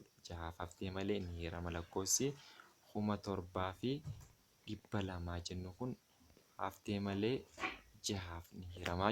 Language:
Oromo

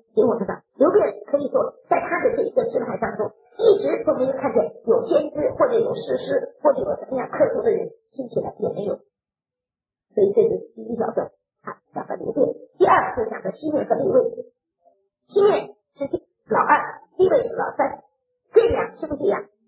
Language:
Chinese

